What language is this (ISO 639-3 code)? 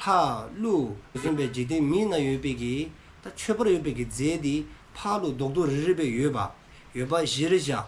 dzo